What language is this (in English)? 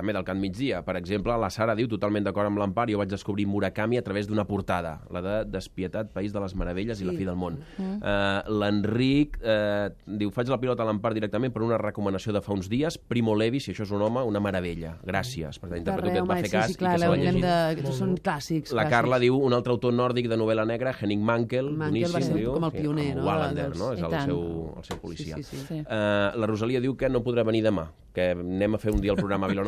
Catalan